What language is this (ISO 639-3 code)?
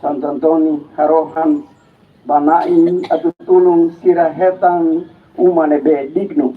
tet